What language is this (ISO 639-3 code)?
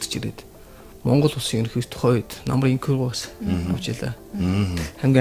mon